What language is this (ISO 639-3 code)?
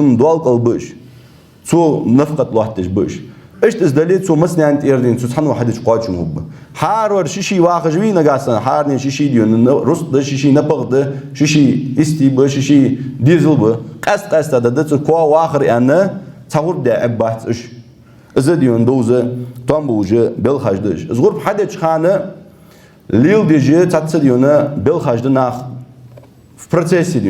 inh